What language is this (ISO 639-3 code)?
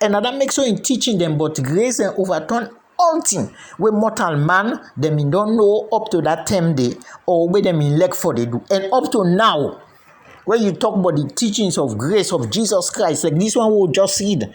kri